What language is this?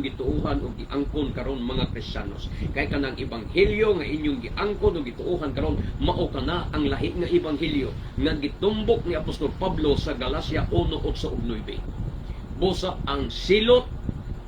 Cebuano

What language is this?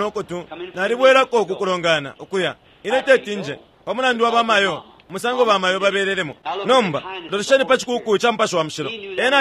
Bemba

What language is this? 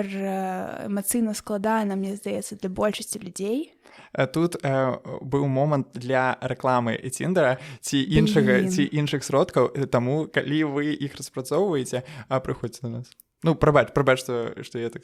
Belarusian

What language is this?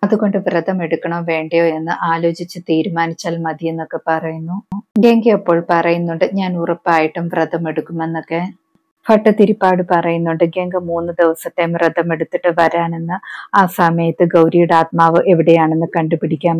Malayalam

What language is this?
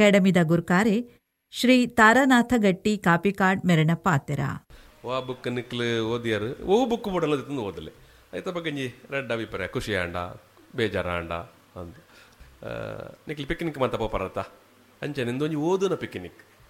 Tulu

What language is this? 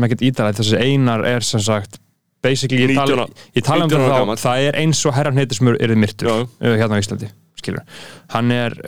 Icelandic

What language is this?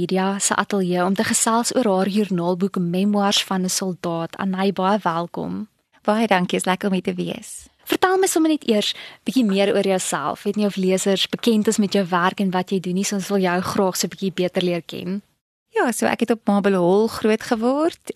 Afrikaans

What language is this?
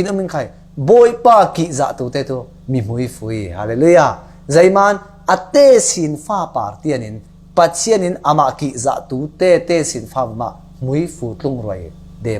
Falam Chin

